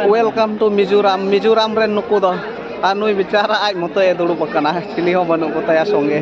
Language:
Santali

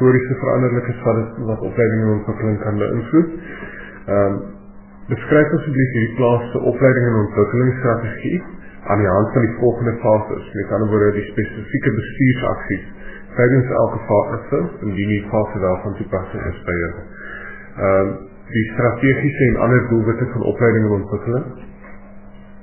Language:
Afrikaans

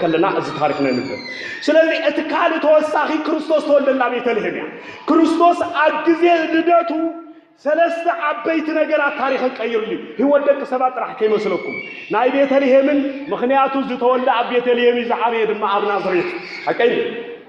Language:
Tigrinya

